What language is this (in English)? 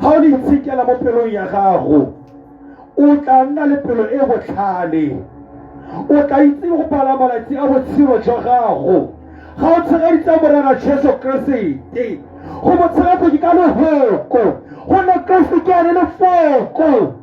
Tswana